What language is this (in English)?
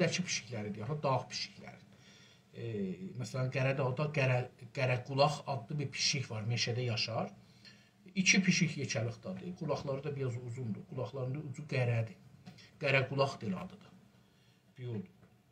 South Azerbaijani